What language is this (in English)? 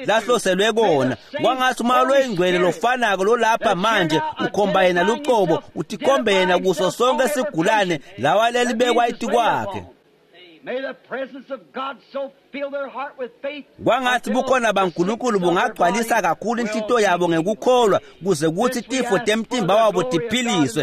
Swati